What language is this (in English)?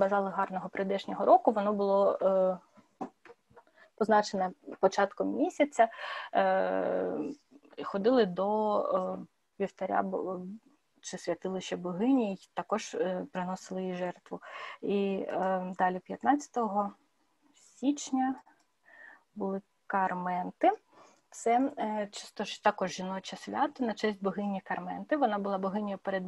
Ukrainian